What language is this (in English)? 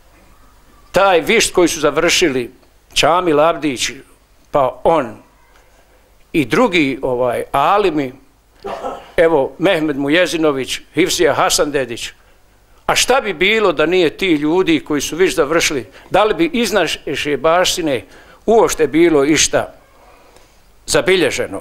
Bosnian